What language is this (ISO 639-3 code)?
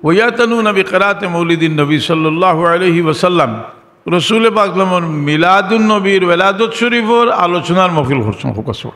syl